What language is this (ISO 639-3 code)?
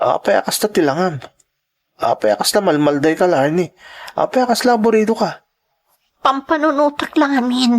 ilo